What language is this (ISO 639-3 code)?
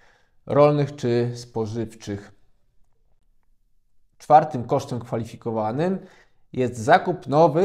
pol